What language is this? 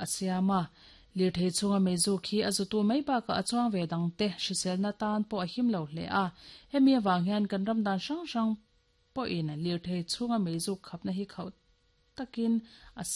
Mizo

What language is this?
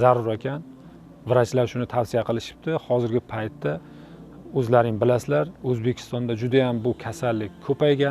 Uzbek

